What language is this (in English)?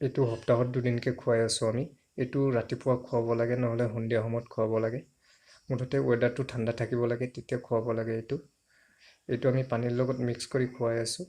Assamese